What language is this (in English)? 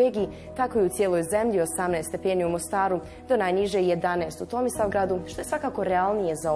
Bosnian